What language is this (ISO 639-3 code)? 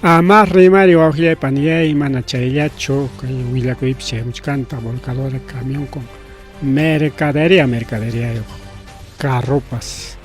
quy